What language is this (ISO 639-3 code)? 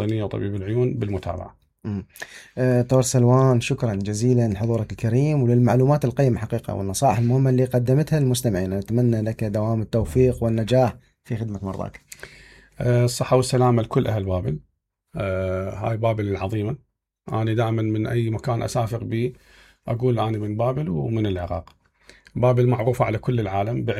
acm